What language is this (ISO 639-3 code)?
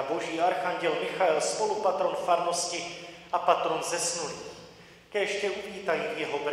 ces